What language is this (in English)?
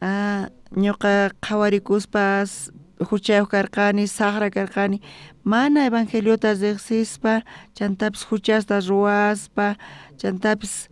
South Bolivian Quechua